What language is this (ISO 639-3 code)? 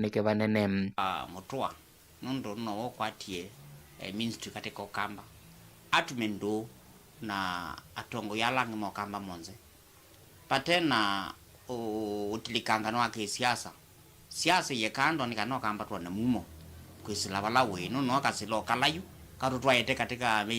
kam